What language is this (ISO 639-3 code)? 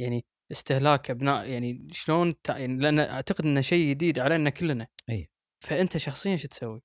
afb